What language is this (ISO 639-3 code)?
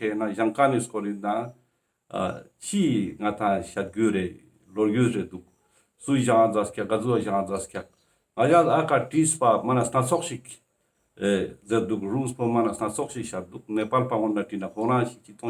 lbj